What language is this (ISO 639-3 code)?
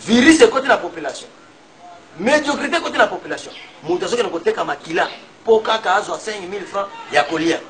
lin